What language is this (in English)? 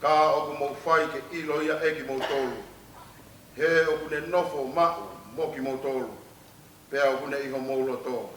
Tongan